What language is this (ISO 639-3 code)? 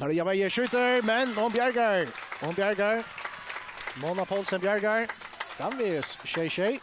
fao